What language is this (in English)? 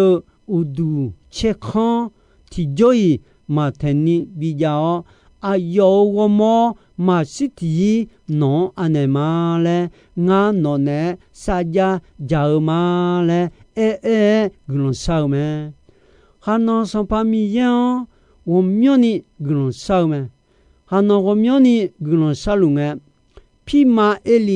Akha